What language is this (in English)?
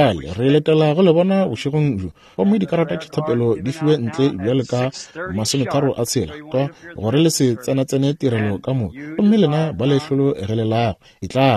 Northern Sotho